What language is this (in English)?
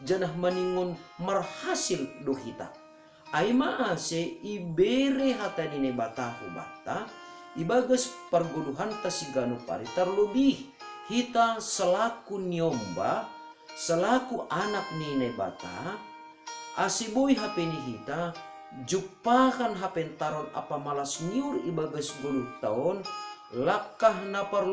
Batak Simalungun